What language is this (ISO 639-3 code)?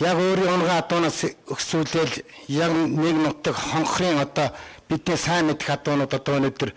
mon